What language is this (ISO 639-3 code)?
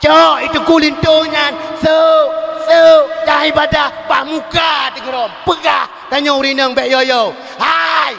ace